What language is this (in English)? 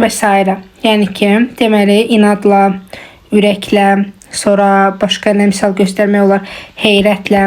Azerbaijani